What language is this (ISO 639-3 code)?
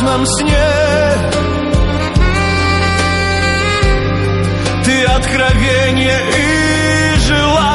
rus